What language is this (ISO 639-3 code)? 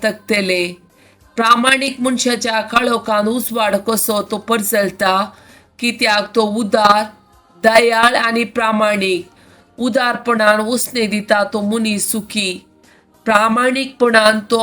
kok